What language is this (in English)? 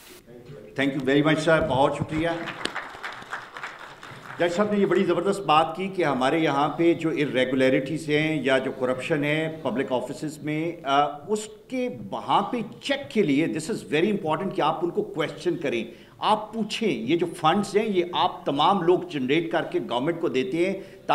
Urdu